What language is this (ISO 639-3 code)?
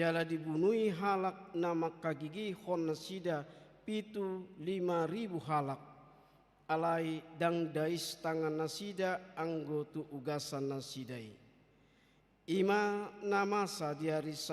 bbc